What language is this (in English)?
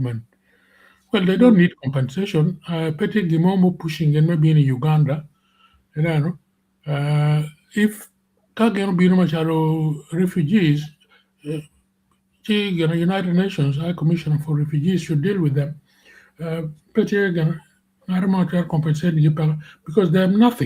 Acoli